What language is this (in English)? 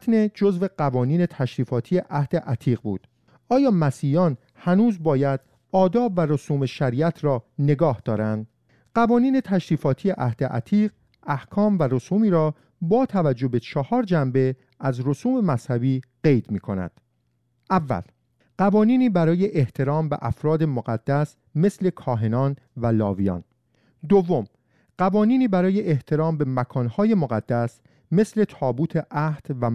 Persian